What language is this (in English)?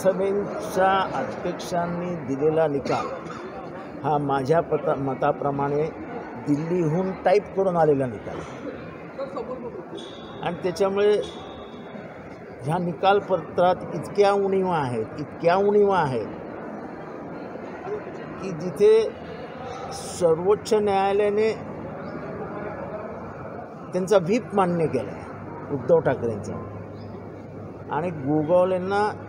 Marathi